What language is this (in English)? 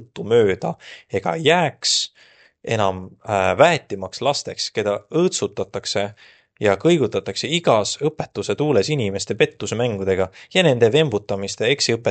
Estonian